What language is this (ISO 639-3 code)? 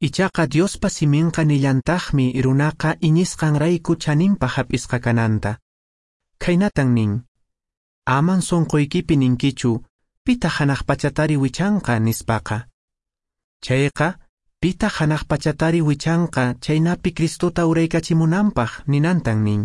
que